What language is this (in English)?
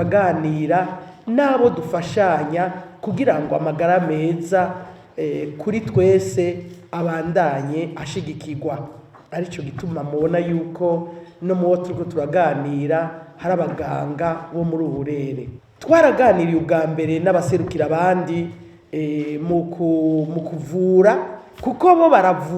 Rundi